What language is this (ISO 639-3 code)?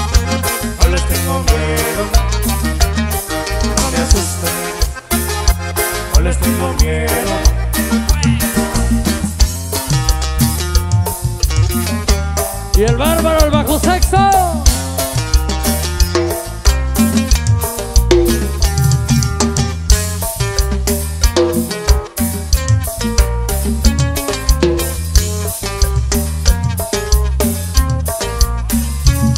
spa